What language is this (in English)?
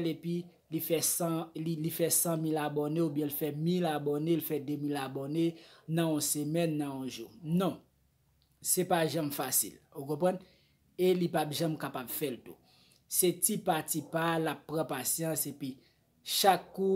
Haitian Creole